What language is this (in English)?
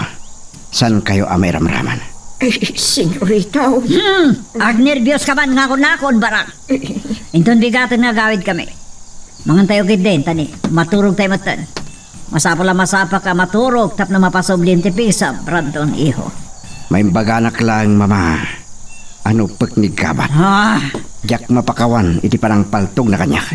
Iloko